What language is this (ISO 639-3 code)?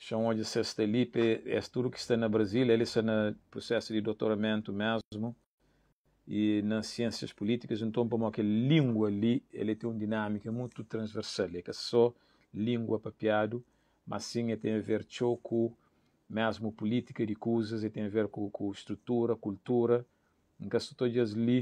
kea